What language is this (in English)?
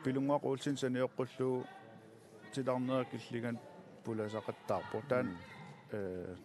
Kalaallisut